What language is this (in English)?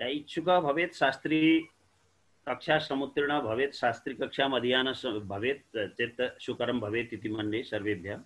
Sanskrit